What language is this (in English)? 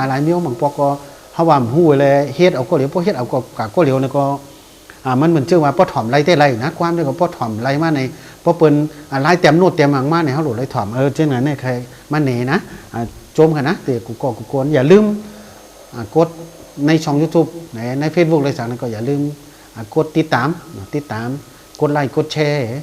Shan